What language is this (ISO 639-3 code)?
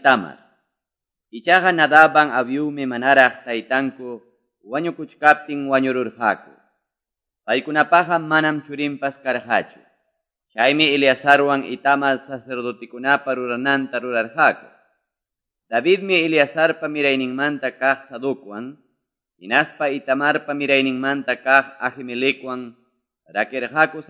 que